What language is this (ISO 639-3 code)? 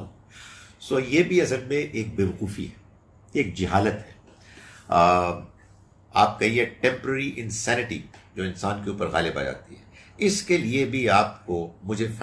urd